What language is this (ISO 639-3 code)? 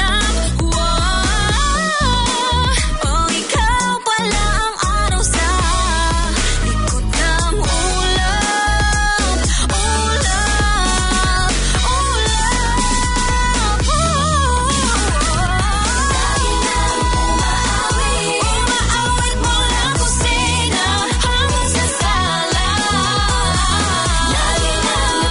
fil